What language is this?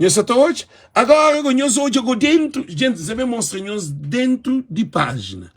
Kabuverdianu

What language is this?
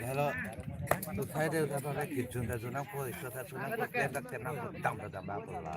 Karbi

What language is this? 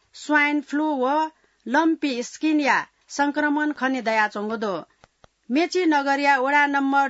Newari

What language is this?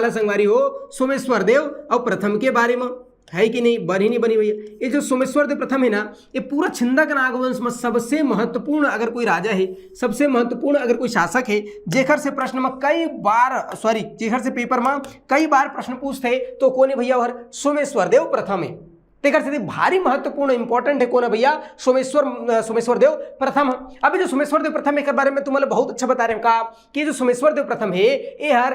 Chhattisgarhi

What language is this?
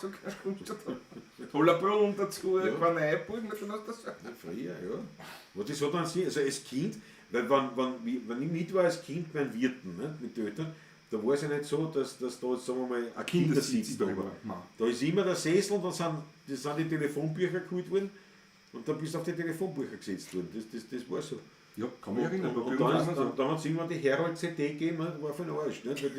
Bavarian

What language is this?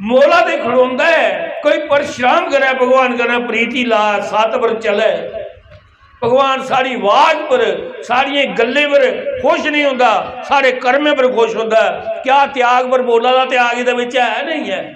Dogri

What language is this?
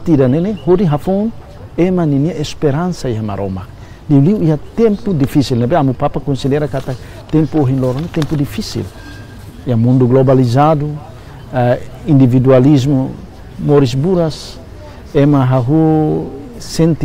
Tetum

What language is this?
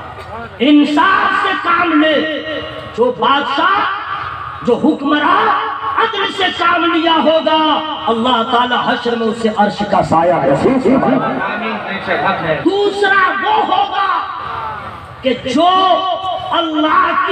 Urdu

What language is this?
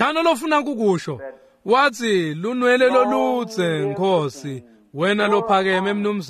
Swati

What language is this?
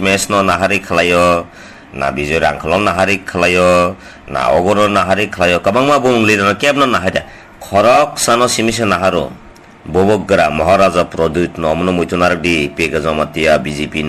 Kok Borok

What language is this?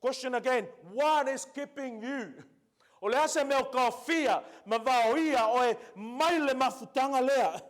Samoan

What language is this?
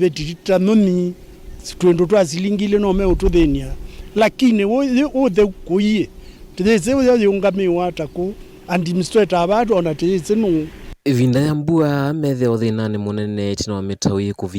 Kamba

